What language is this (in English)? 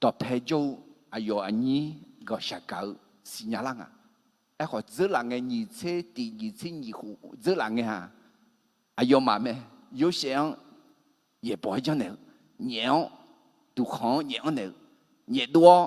Akha